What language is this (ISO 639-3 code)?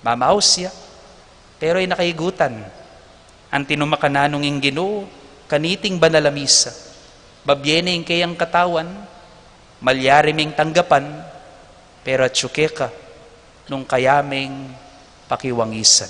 pam